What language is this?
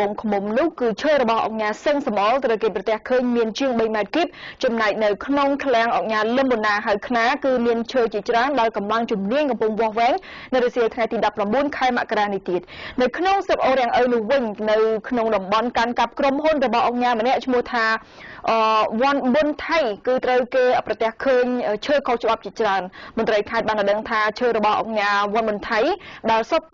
Khmer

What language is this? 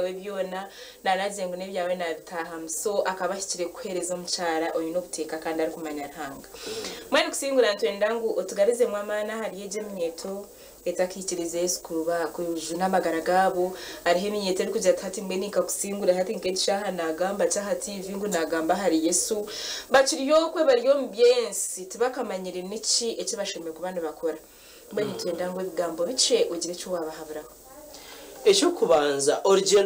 Nyankole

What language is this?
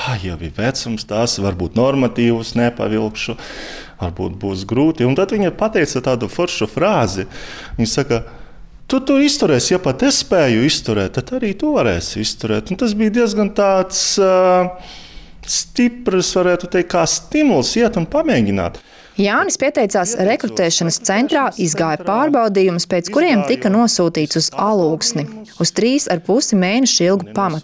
Latvian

